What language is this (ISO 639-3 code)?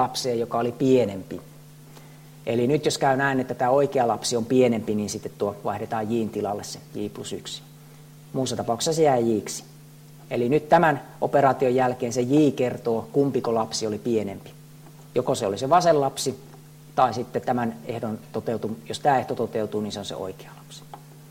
fin